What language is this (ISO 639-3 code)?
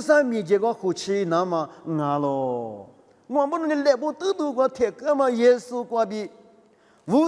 lis